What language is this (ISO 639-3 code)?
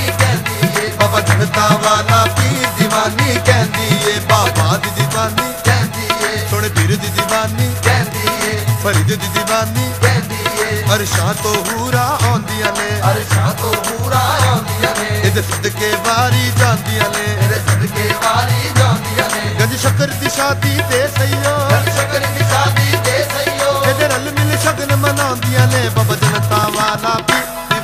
pan